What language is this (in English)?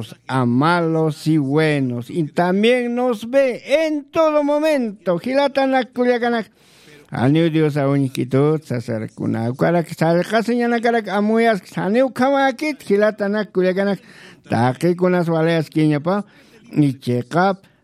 Aymara